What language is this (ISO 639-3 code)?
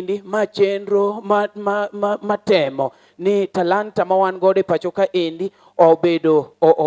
luo